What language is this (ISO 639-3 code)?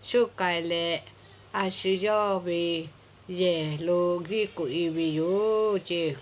lhu